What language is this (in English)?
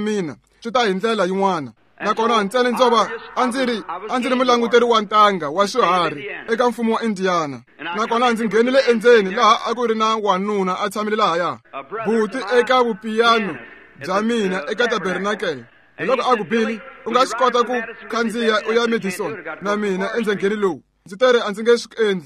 Tsonga